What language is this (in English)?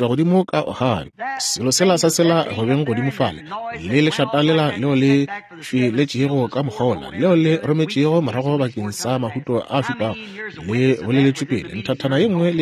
Northern Sotho